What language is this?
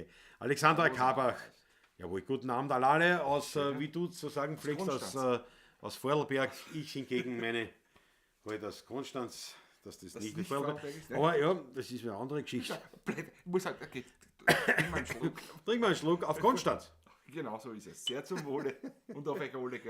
Bavarian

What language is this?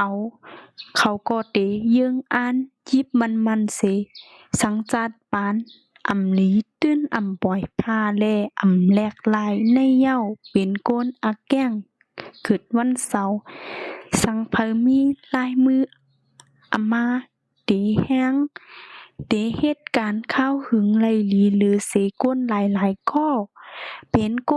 Shan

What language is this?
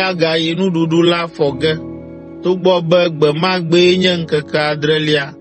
Ewe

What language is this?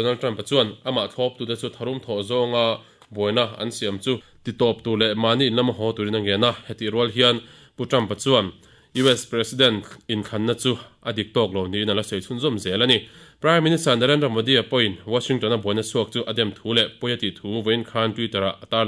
Mizo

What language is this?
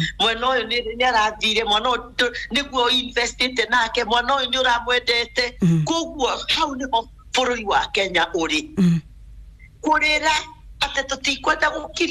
Kikuyu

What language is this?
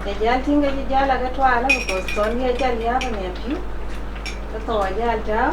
Dinka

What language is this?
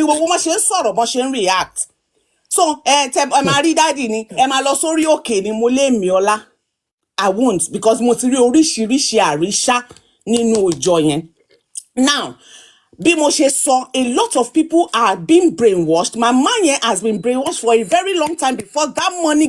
Yoruba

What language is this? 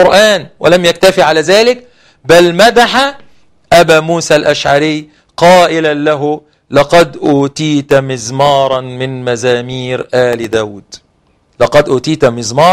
Arabic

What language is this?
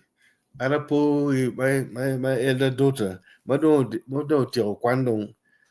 Acoli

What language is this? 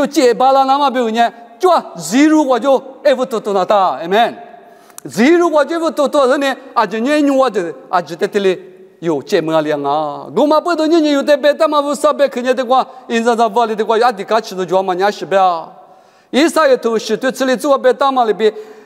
Lisu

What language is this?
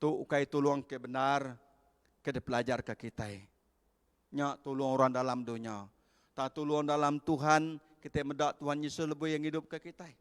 Iban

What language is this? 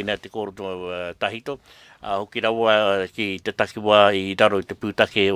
Māori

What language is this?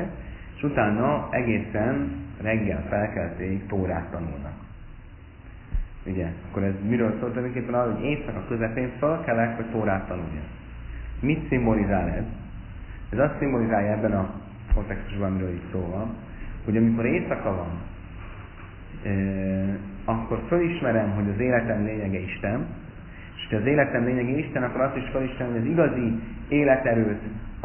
Hungarian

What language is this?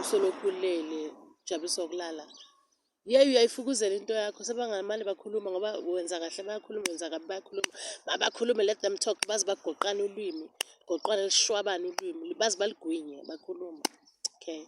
Zulu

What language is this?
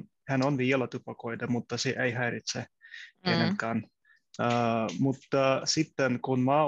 Finnish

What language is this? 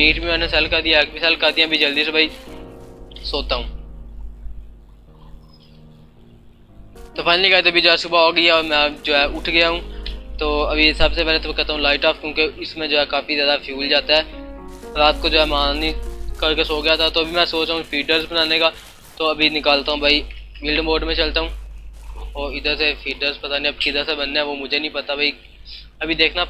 Hindi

